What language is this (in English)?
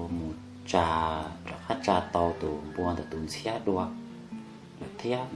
Hmong